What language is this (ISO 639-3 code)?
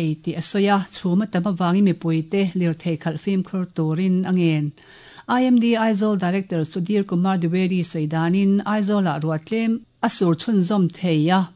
lus